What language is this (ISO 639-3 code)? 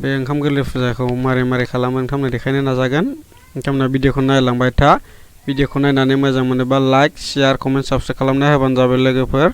brx